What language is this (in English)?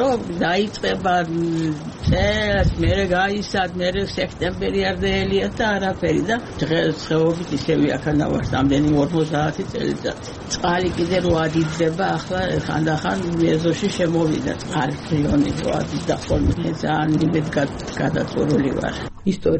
Georgian